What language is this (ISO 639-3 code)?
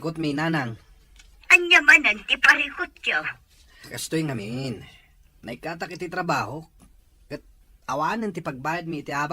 ilo